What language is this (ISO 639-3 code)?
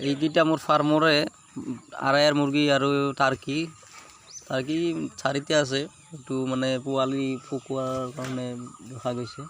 asm